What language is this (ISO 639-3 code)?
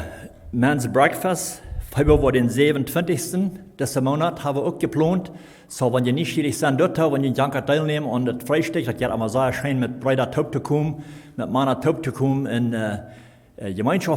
pdt